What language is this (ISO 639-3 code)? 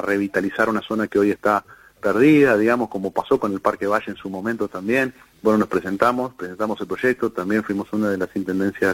spa